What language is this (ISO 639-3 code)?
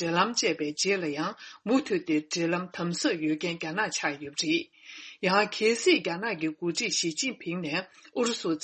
bod